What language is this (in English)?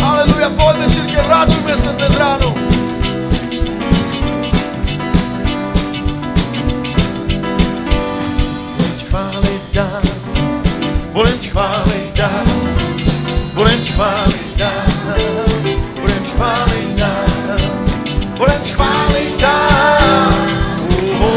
Slovak